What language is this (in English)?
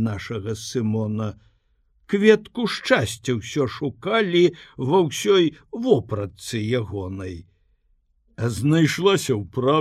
Belarusian